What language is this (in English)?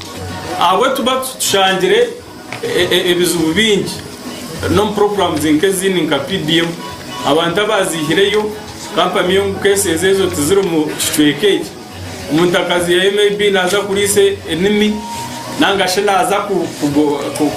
Nyankole